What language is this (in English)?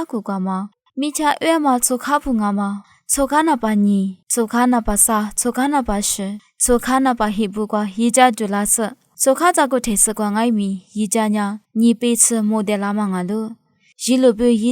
Lisu